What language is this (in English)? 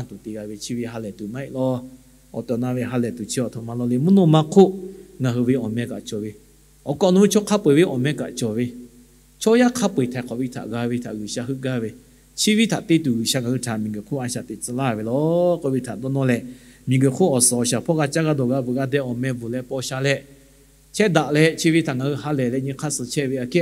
Lahu